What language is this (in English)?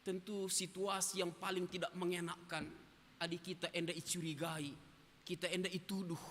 Batak Karo